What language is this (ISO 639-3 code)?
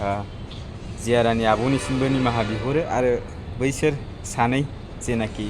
brx